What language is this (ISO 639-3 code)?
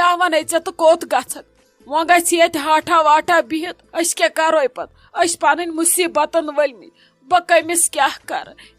kas